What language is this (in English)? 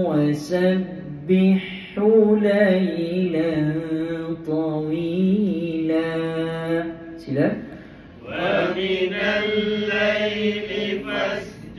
Malay